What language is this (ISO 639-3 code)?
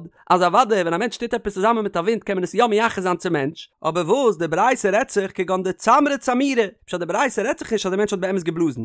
yid